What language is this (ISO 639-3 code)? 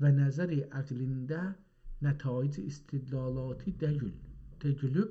azb